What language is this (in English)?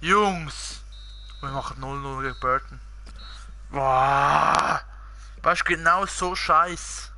Swiss German